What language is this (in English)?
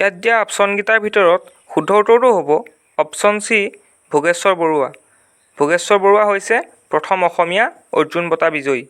Assamese